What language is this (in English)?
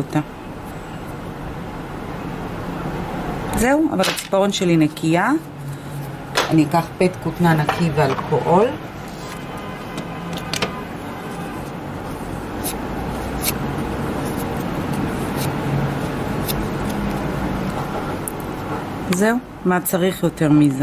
Hebrew